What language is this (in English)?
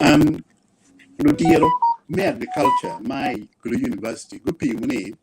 Acoli